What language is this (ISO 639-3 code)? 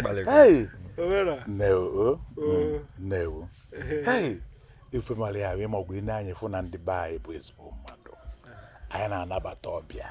ibo